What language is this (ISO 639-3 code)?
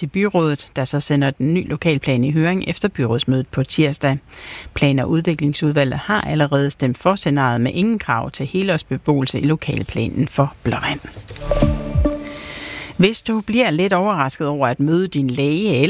dan